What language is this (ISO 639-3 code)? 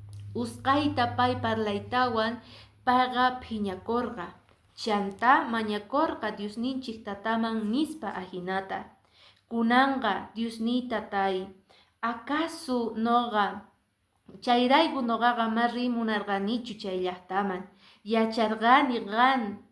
que